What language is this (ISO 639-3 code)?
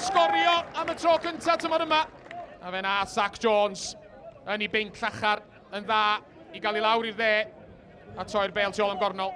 cym